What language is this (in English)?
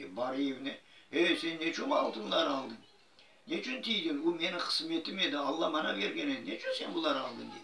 Crimean Tatar